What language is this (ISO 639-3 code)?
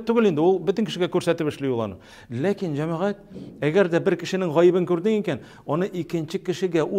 tat